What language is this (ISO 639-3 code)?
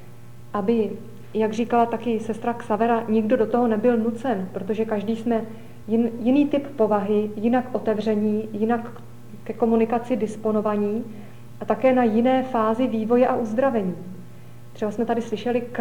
ces